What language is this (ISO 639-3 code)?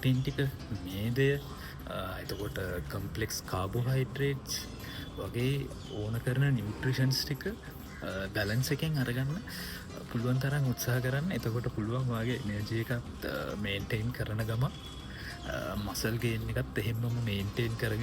sin